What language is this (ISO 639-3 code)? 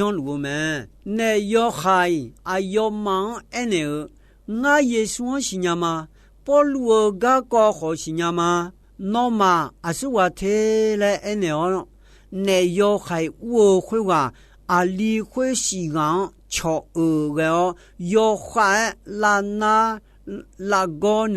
ahk